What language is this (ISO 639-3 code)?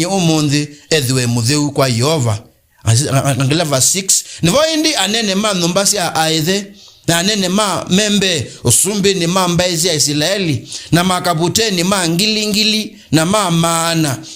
kam